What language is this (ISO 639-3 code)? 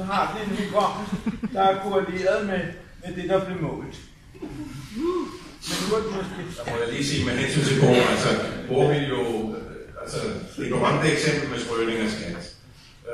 dan